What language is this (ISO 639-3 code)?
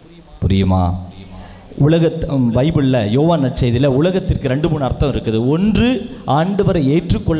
tam